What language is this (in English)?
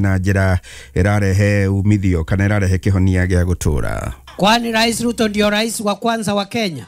Kikuyu